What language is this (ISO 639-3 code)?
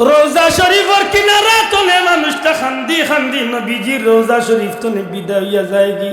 syl